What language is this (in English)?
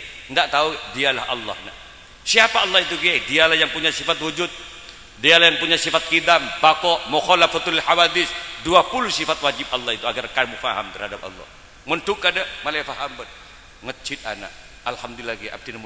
Madurese